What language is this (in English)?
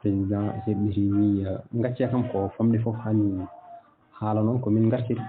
Fula